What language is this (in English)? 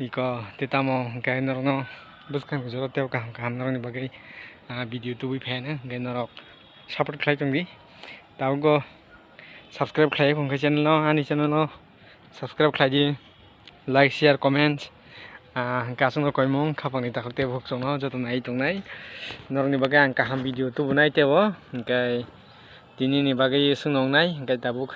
Kok Borok